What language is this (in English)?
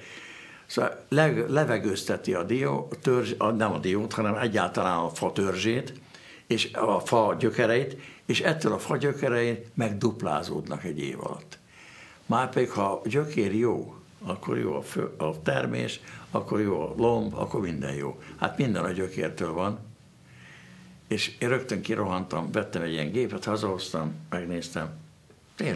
Hungarian